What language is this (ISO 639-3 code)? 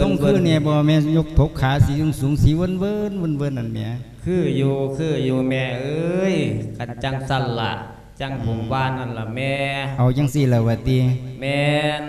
lao